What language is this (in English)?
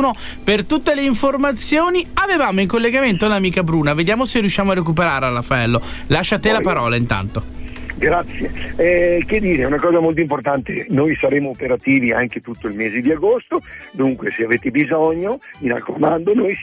Italian